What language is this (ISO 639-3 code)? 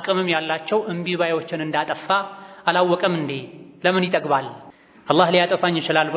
amh